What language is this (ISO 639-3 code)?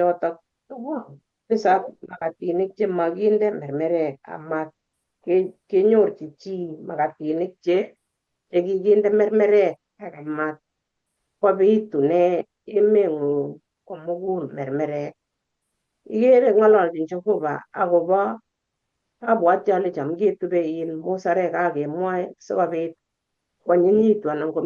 kln